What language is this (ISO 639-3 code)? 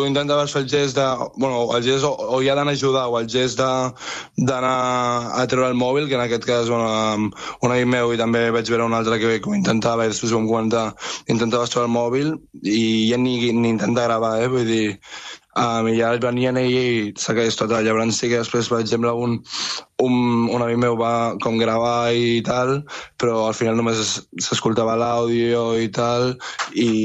cat